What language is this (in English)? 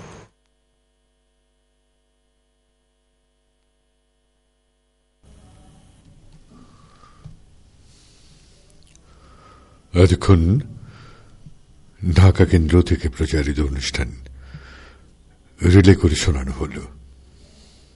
Bangla